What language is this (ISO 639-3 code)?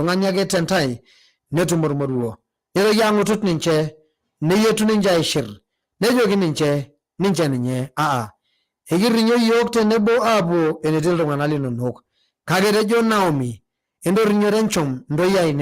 mas